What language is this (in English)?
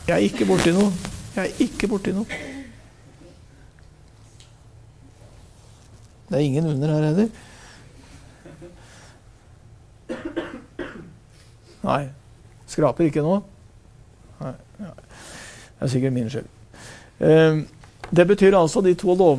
Norwegian